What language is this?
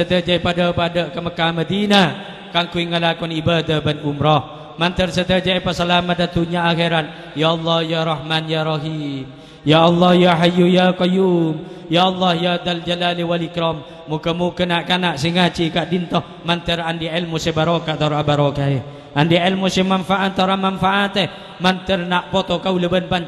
Madurese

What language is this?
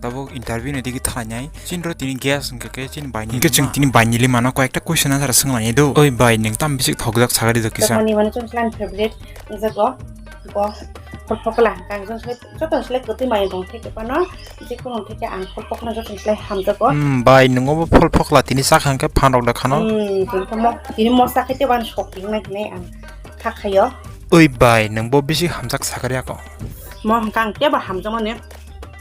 Kok Borok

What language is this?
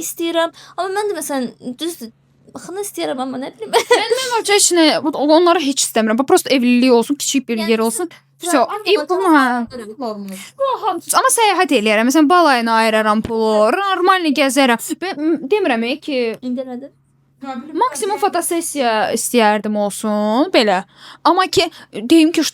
Azerbaijani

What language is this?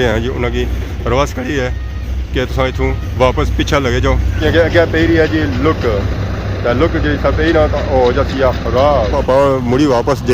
Pahari-Potwari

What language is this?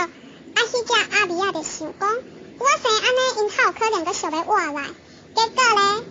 Min Nan Chinese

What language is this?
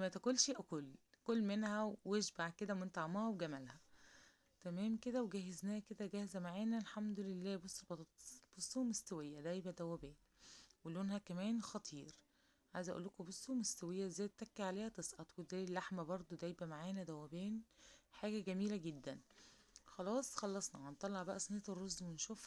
Egyptian Arabic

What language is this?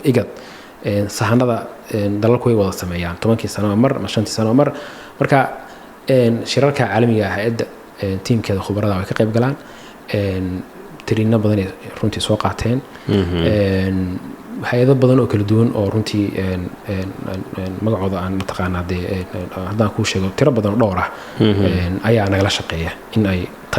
Somali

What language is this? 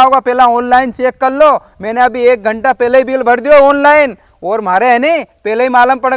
Rajasthani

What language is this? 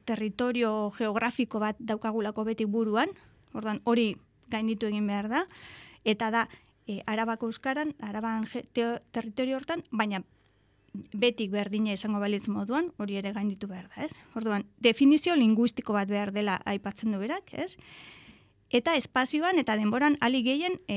Basque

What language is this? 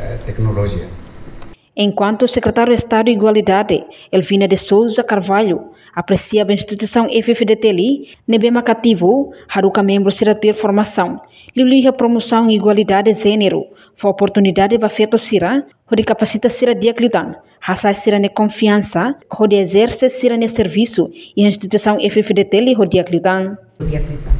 Tetum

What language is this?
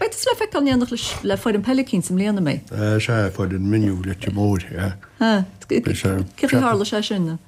Irish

